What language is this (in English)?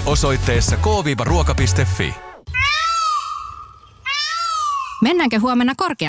Finnish